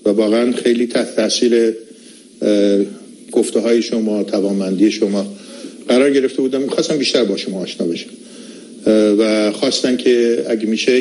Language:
Persian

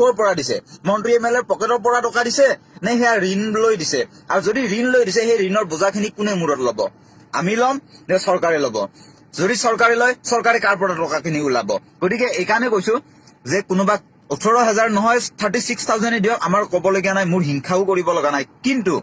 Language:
Assamese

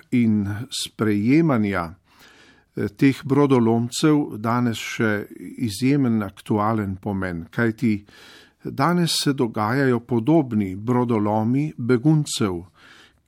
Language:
Slovenian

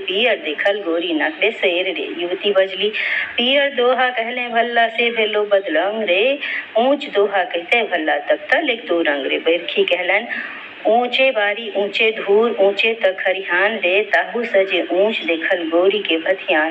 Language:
Maithili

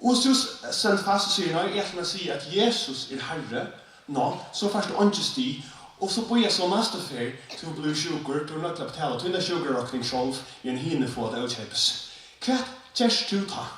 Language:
Faroese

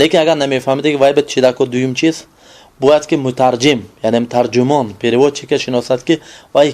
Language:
Tajik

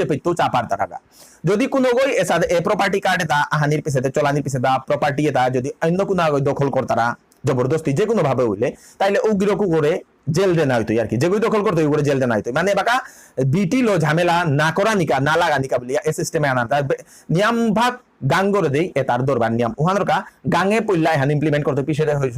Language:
Bishnupriya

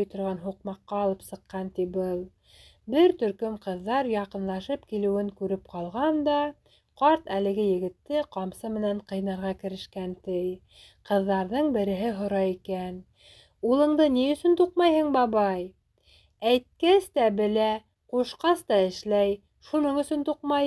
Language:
Bashkir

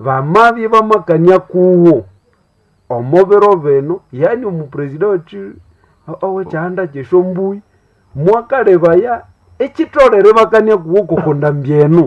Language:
Nande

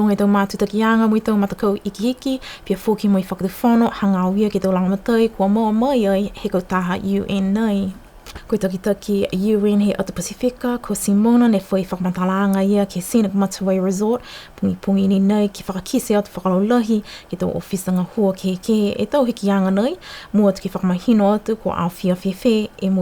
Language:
Niuean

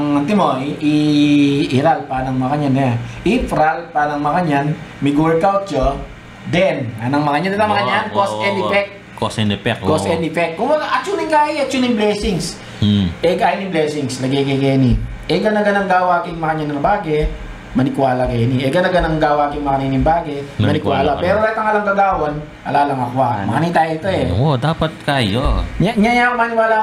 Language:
Pampanga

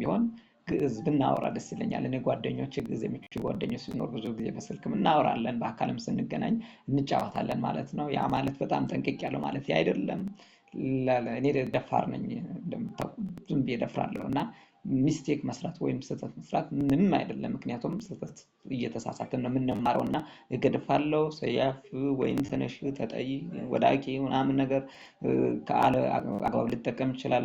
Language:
Amharic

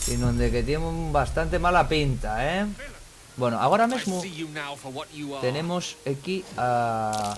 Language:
Asturian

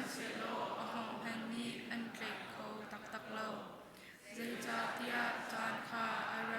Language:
Hakha Chin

